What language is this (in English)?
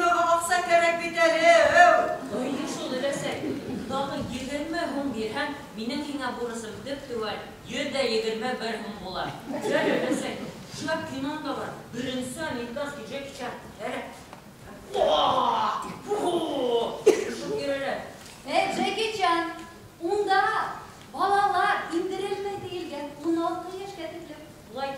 Bashkir